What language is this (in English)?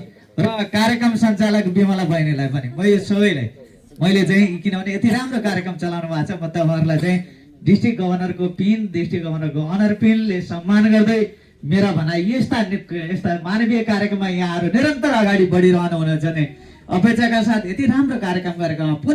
Nepali